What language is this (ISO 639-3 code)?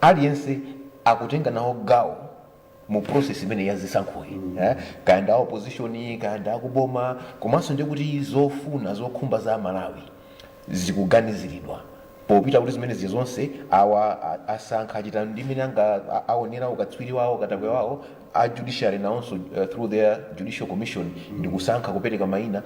nya